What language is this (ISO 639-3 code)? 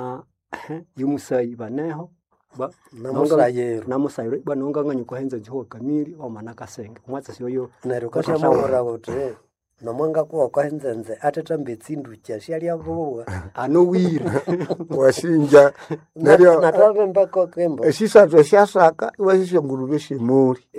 nnb